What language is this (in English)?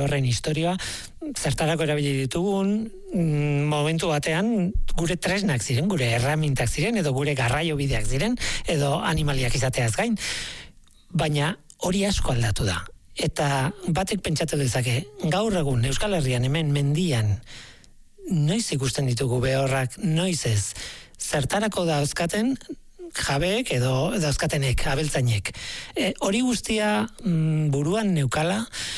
Basque